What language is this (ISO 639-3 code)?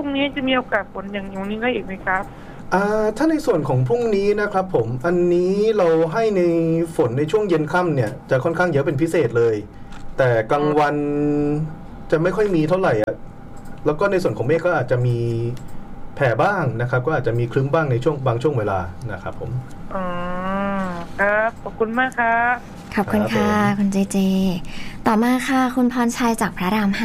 tha